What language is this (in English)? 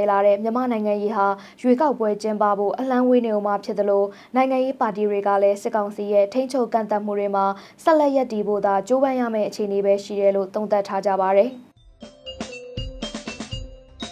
Burmese